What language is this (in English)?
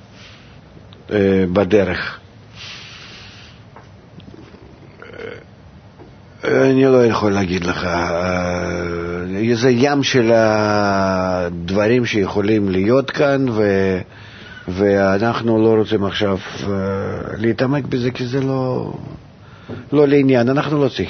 Hebrew